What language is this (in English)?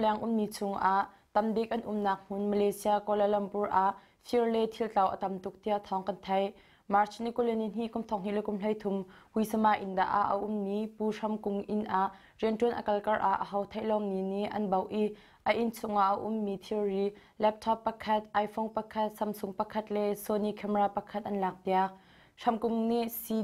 Hakha Chin